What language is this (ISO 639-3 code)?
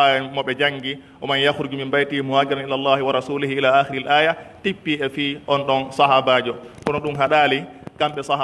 fuf